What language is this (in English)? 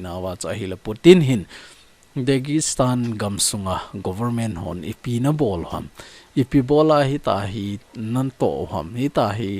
Thado Chin